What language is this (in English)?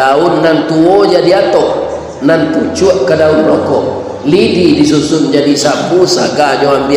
Minangkabau